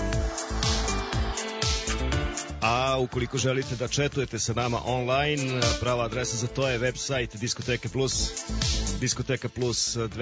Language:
Serbian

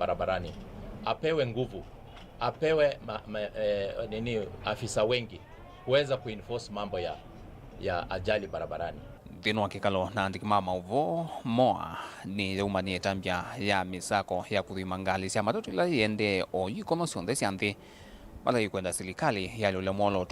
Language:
Kamba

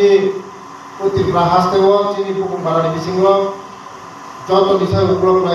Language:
Kok Borok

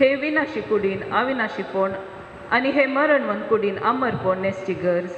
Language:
Konkani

